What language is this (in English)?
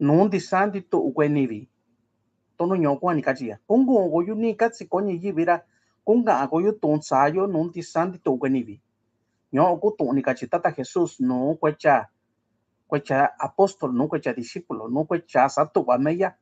Mixtepec Mixtec